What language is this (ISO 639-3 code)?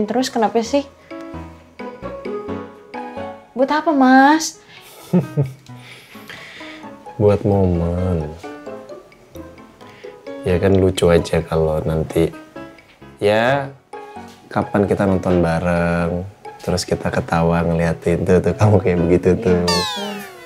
ind